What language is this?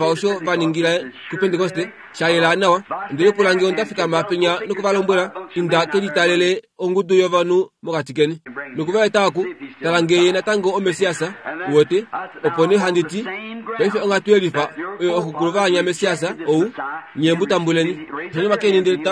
Kuanyama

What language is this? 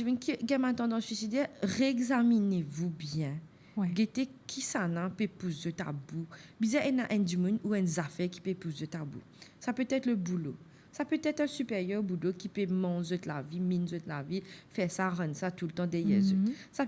Morisyen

